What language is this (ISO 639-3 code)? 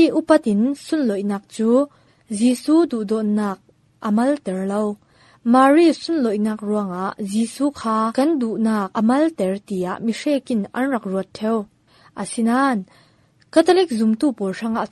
cfm